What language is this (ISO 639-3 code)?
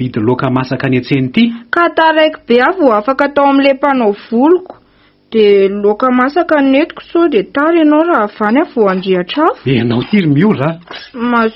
mlg